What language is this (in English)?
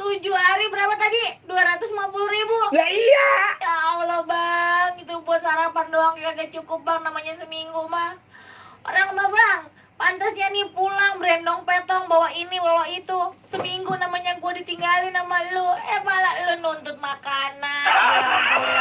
Betawi